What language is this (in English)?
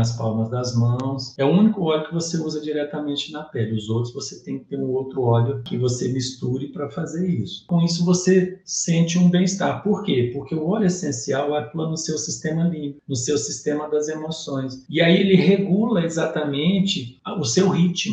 Portuguese